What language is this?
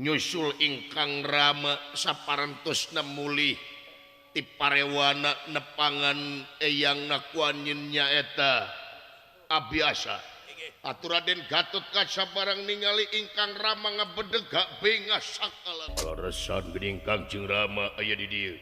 Sundanese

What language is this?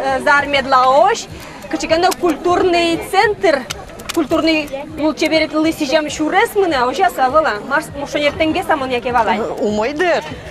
Udmurt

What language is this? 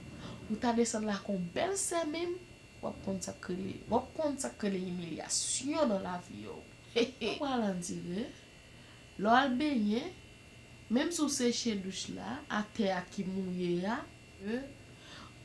Haitian Creole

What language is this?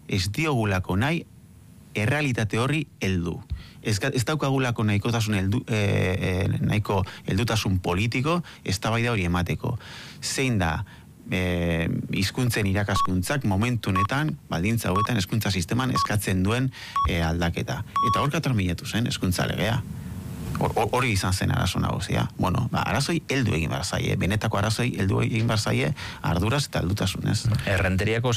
Basque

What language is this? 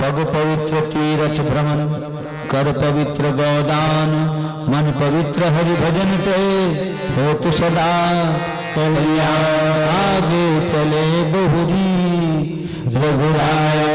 Chhattisgarhi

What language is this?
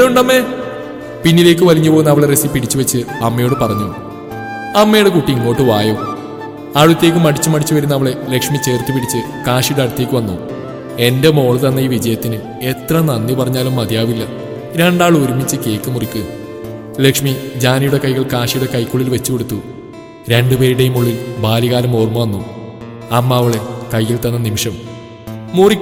Malayalam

